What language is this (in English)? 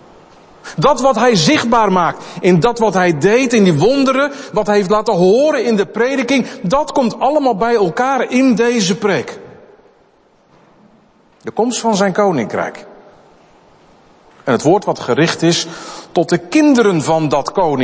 Dutch